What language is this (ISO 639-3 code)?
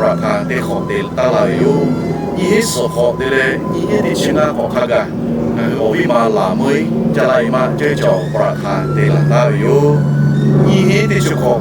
lhu